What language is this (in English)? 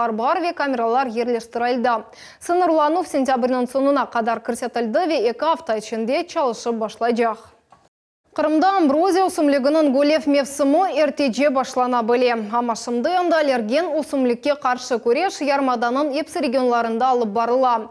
Crimean Tatar